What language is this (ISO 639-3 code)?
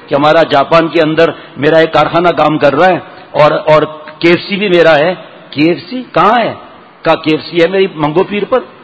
urd